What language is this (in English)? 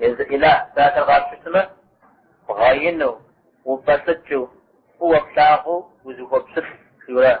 Kabardian